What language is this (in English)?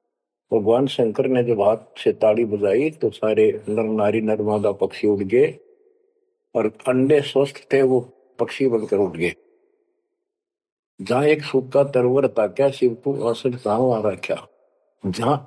Hindi